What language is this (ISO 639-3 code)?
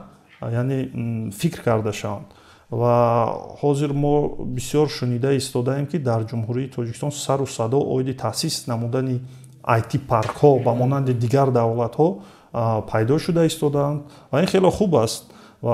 tgk